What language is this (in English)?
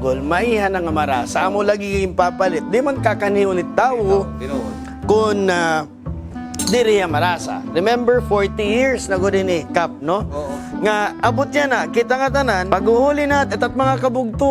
Waray